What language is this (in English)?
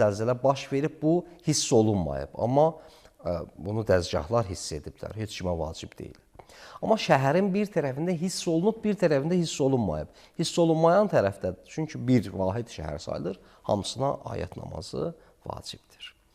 Azerbaijani